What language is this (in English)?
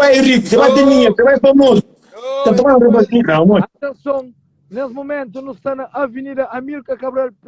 Kabuverdianu